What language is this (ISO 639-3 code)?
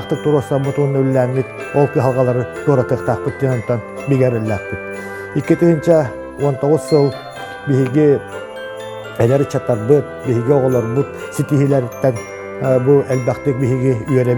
sah